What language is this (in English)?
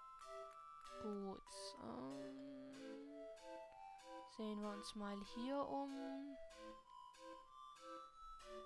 German